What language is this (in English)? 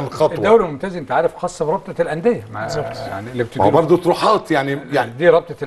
Egyptian Arabic